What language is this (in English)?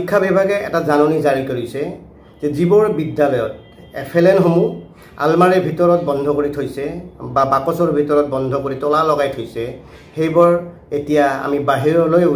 Assamese